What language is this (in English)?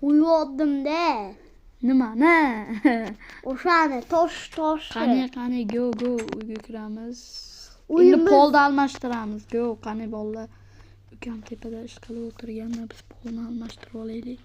Uzbek